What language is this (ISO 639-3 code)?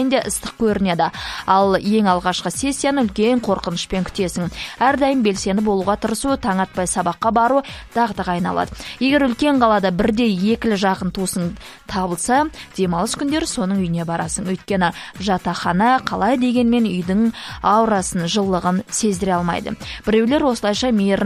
kaz